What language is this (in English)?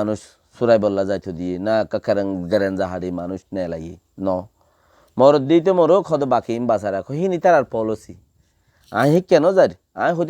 Rohingya